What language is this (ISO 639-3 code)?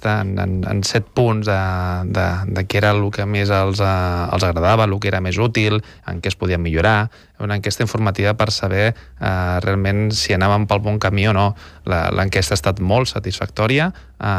cat